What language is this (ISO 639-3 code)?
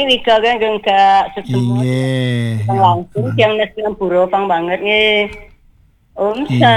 ban